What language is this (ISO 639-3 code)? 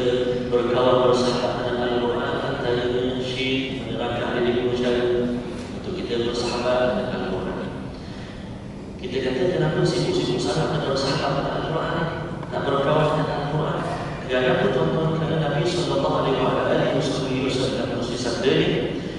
msa